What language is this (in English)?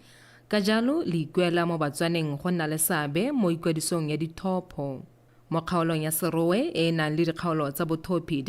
Tswana